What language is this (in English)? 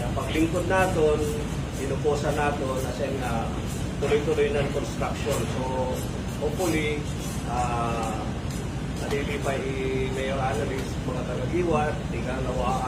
Waray